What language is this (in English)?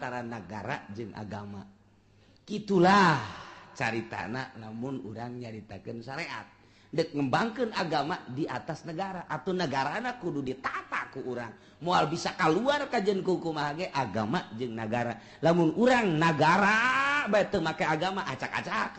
Sundanese